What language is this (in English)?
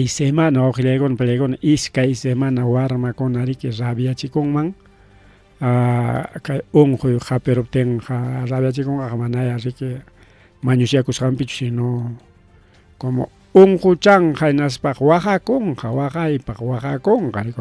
Ayacucho Quechua